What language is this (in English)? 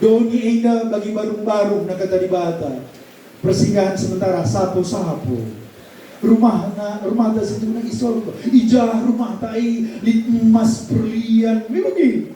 Batak Karo